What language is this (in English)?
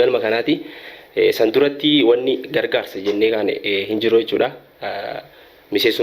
Oromo